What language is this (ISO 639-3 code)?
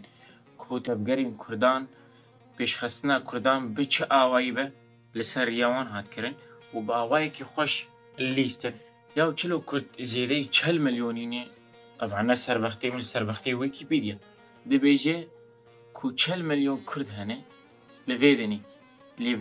kur